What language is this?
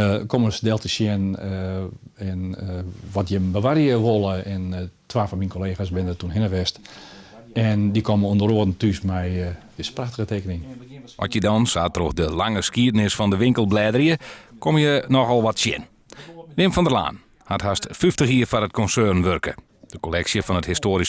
Western Frisian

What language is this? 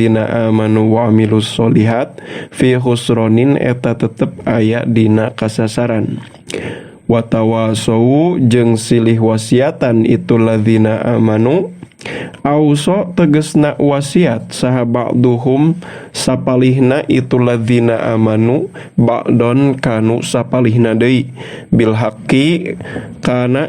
Sundanese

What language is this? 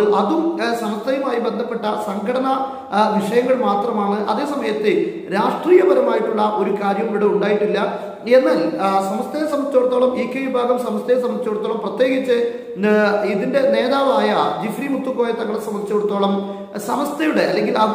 Malayalam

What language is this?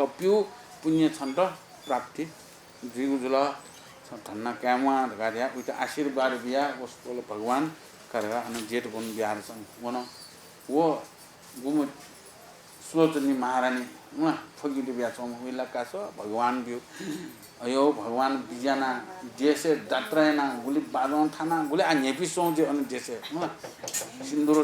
Newari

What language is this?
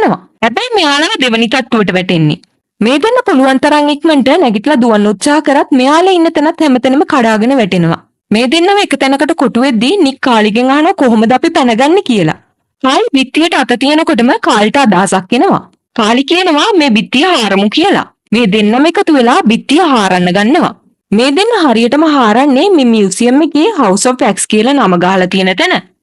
Sinhala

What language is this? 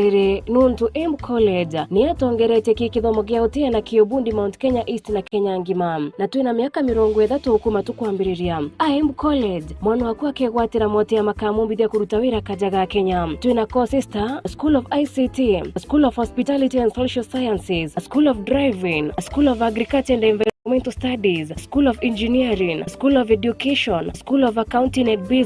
Meru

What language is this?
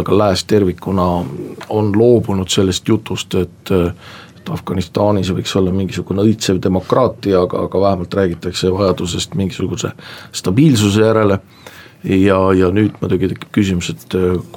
Estonian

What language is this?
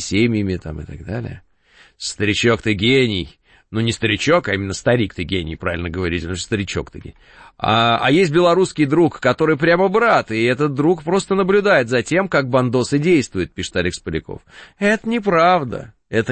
Russian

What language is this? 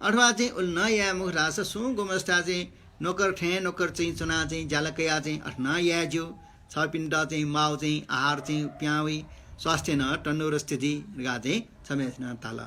Newari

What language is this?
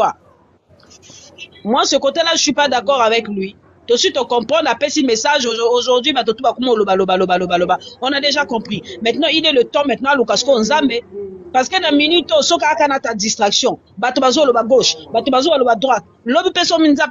Lingala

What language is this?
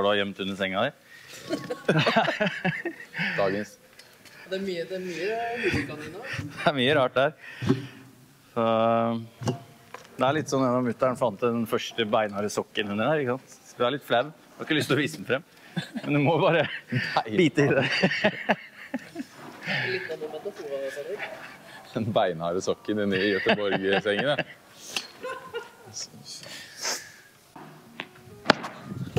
Norwegian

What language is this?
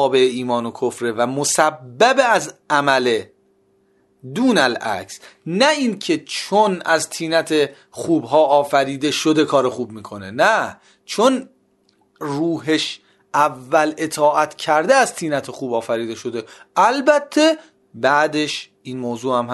Persian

